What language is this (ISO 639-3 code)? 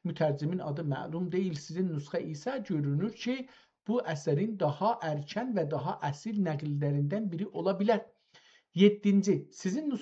azb